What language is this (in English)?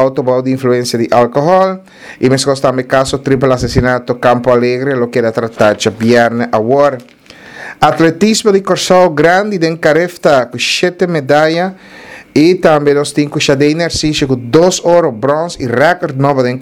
Papiamento